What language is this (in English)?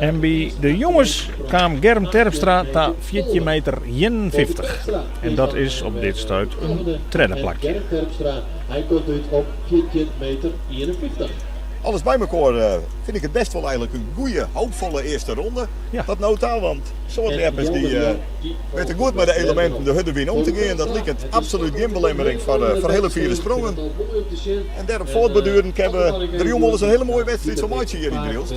Western Frisian